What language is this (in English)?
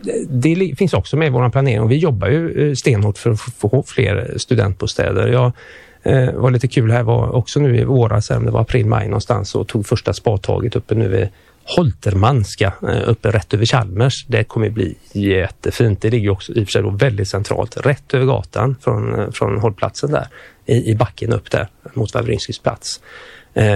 Swedish